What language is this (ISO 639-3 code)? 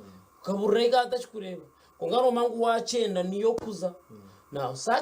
nyn